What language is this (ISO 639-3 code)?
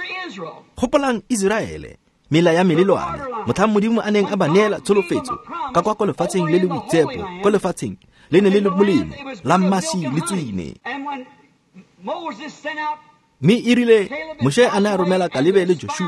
tsn